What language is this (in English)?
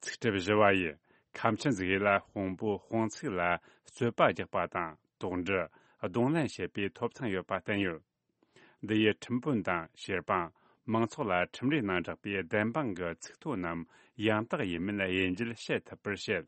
Tibetan